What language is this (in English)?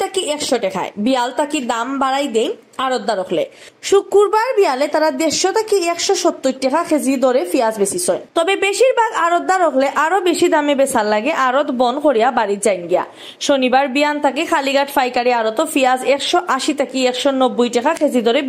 Sylheti